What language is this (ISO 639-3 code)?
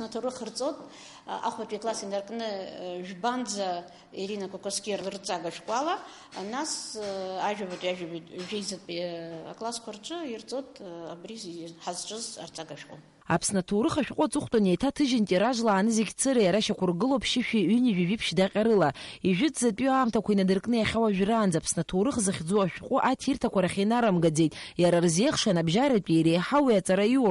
abk